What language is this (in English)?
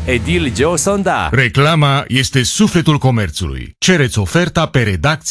Romanian